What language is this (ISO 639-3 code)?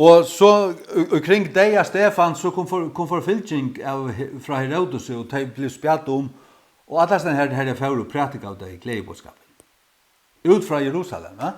fao